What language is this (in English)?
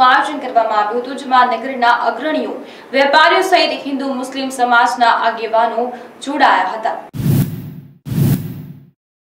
Gujarati